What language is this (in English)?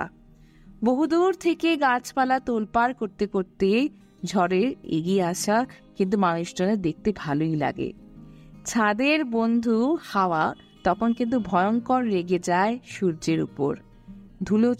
Bangla